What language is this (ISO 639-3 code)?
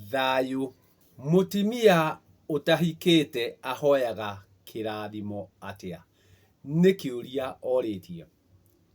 kik